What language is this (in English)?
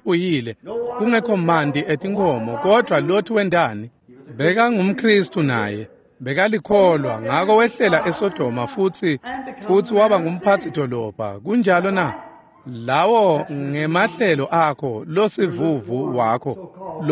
Swati